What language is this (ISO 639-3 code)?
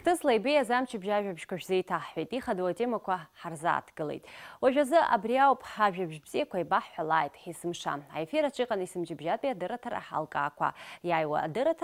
abk